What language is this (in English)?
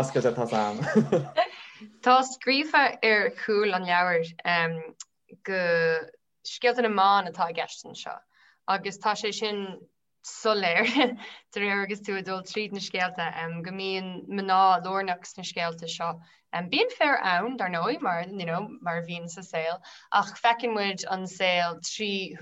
Irish